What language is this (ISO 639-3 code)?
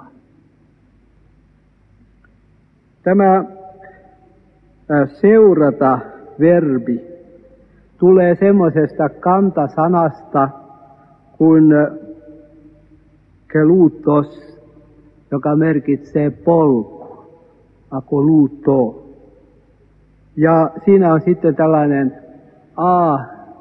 fin